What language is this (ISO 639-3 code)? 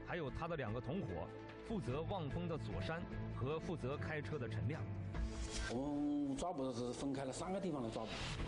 zho